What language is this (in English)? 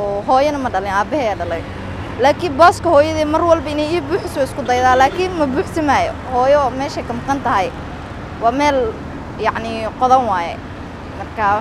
Somali